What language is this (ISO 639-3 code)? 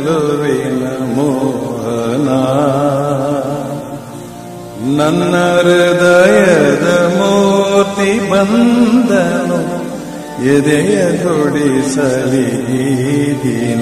kan